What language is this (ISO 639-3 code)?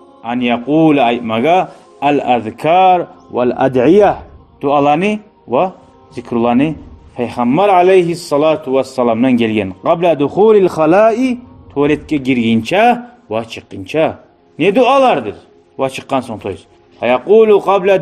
kum